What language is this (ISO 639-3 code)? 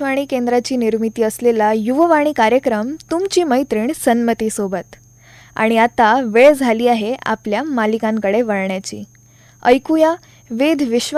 mar